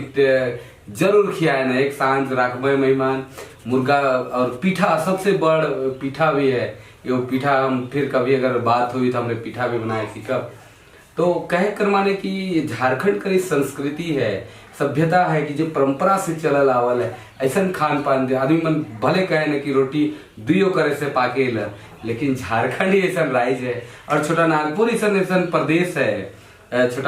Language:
Sadri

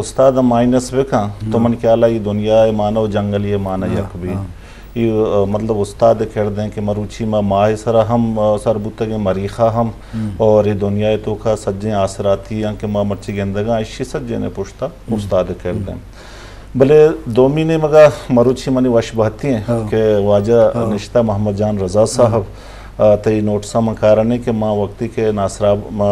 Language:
Eastern Balochi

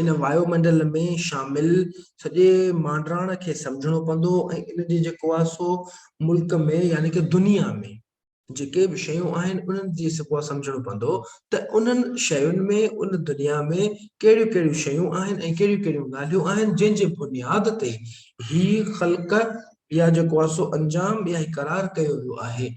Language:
Sindhi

